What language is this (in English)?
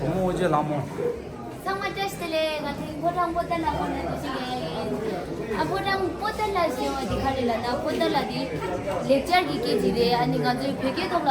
Tibetan